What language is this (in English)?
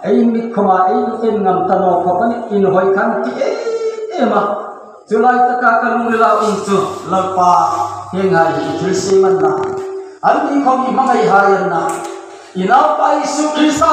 Hmar